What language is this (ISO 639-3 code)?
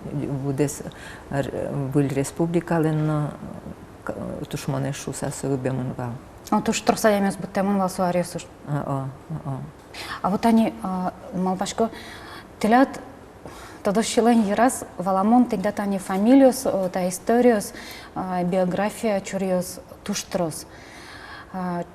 udm